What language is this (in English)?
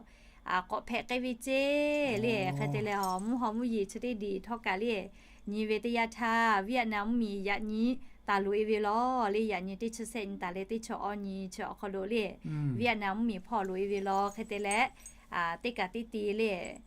Lahu